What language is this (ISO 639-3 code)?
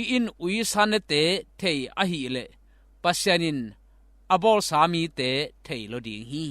ctd